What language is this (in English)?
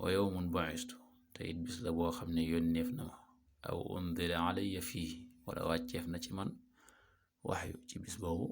Wolof